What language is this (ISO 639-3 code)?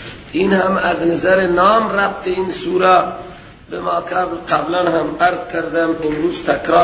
fas